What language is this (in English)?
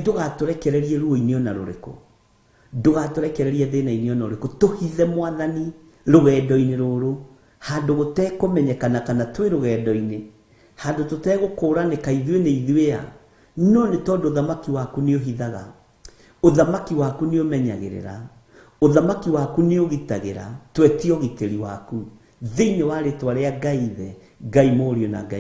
Kikuyu